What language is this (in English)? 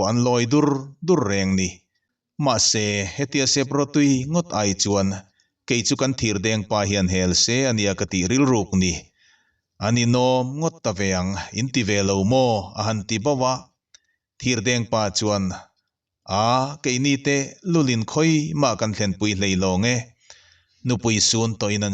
Mizo